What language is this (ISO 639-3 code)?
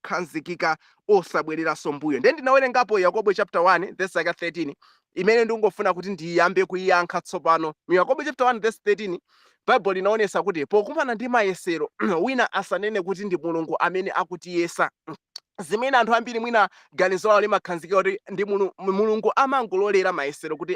nya